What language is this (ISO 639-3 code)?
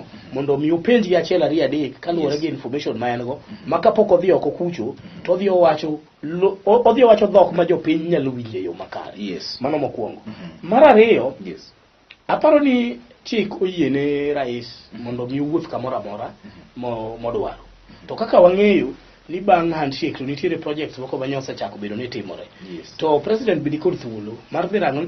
luo